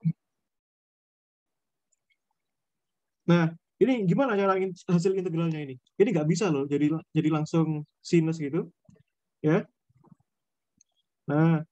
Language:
Indonesian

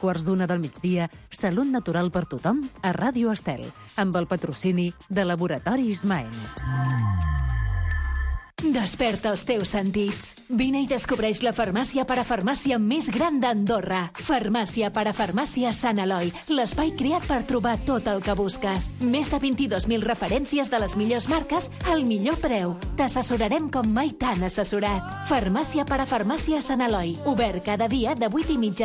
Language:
Catalan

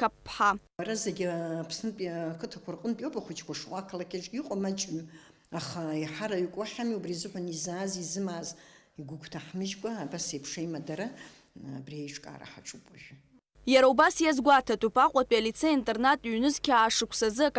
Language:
Abkhazian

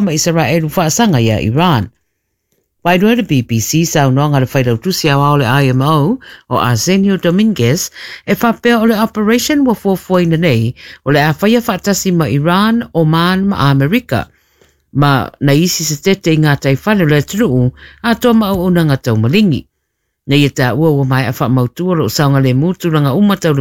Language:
Samoan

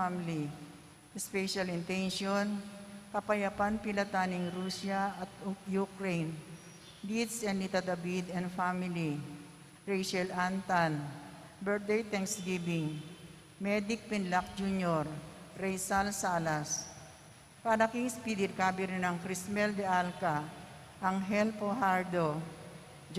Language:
Pampanga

